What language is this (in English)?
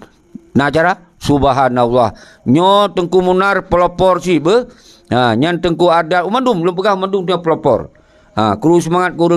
Achinese